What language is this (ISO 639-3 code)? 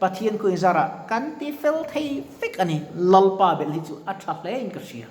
lus